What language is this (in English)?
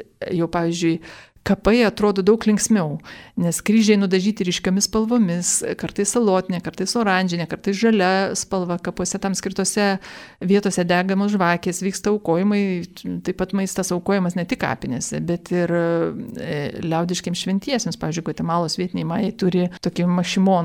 Lithuanian